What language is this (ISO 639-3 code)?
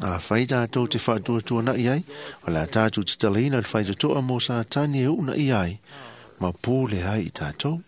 smo